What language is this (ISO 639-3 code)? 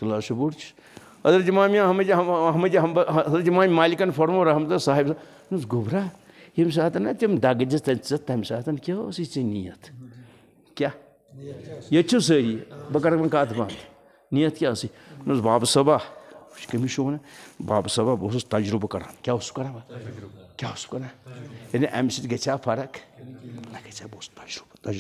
kas